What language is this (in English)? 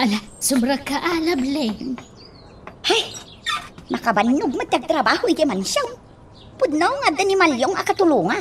Iloko